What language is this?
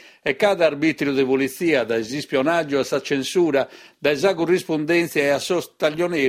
Sardinian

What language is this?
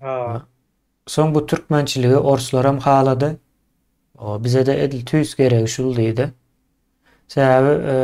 Turkmen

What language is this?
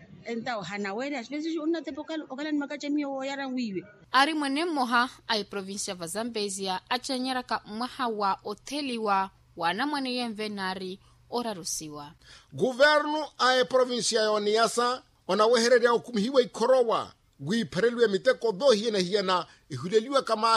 Makhuwa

